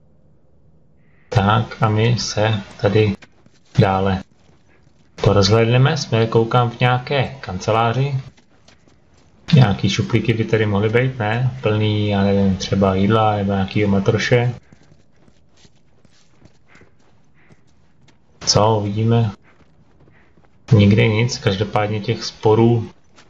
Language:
Czech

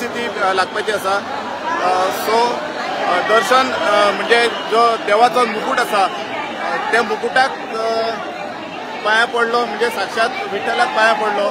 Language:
Konkani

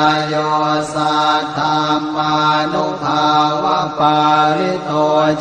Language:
Pali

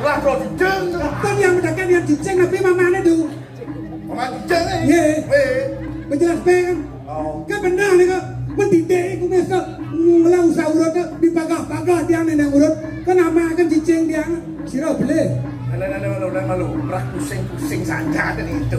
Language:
Balinese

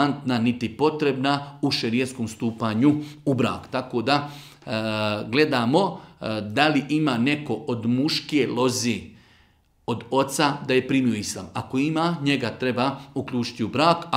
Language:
Bosnian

